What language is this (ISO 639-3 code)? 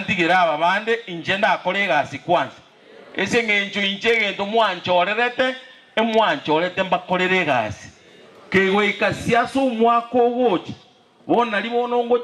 guz